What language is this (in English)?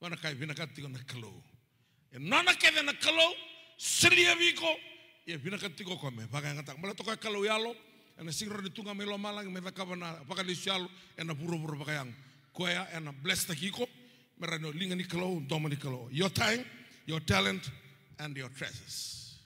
Fijian